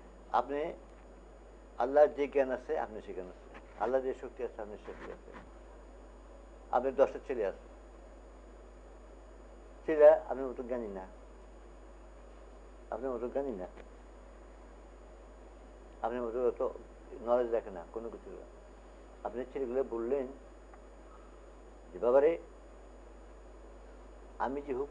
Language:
Bangla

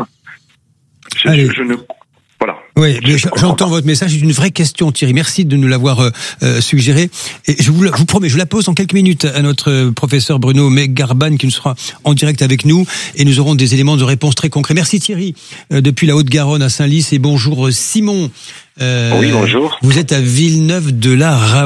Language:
French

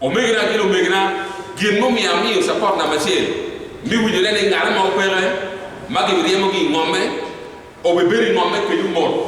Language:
Acoli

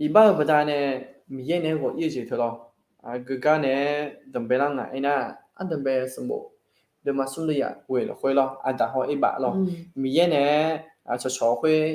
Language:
Akha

